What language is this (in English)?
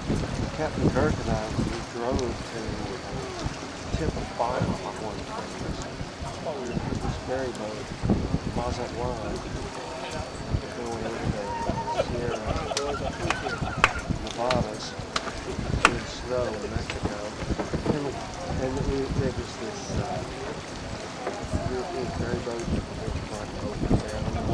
English